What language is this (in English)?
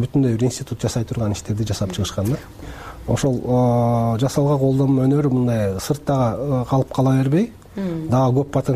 Kyrgyz